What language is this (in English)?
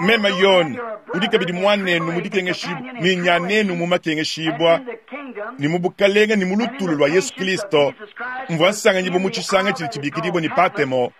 Luba-Lulua